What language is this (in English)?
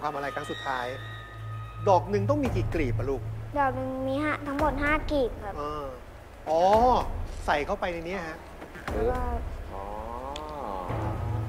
Thai